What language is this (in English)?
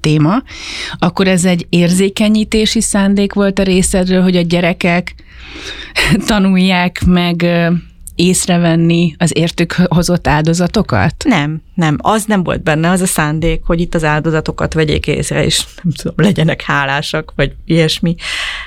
Hungarian